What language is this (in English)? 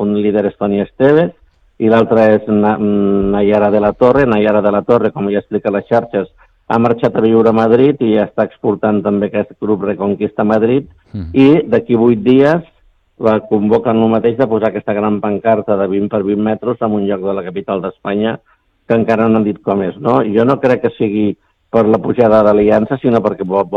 Catalan